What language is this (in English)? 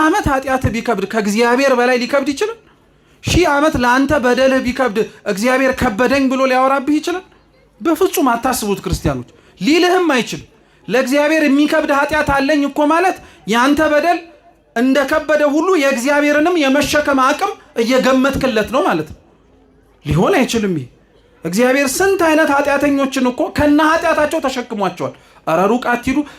Amharic